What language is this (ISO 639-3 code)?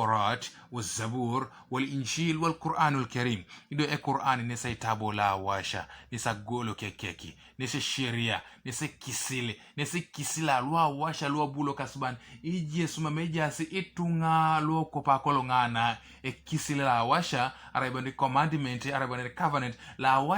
teo